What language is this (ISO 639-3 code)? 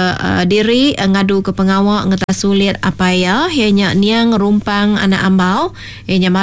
iba